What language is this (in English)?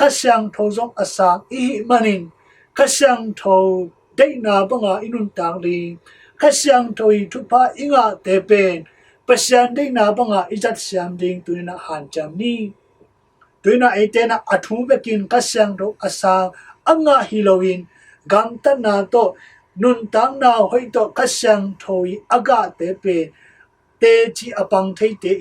Tedim Chin